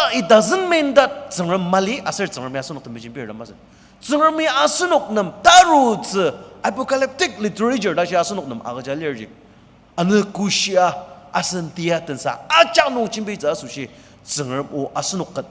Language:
Ao Naga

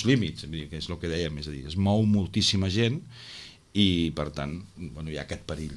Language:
Catalan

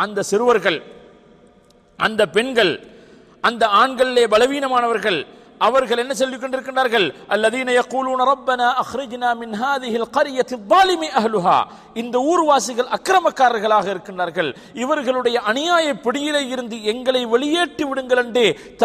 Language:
Tamil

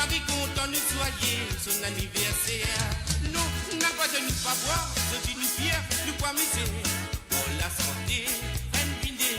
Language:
Morisyen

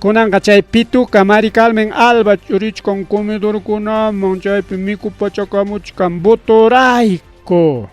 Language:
Ayacucho Quechua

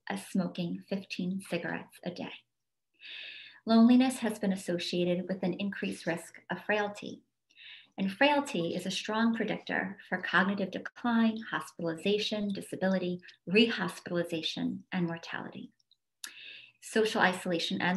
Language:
English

